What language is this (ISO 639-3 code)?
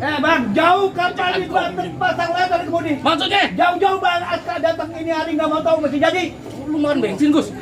bew